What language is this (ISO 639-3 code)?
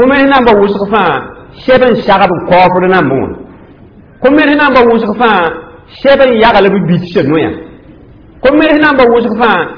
mos